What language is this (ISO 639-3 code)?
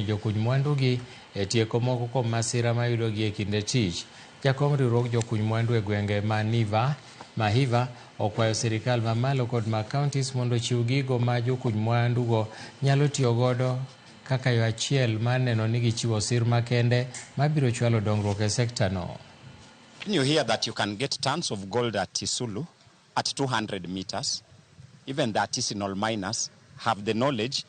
luo